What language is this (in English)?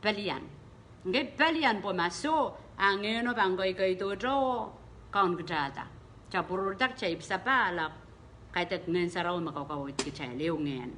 Pohnpeian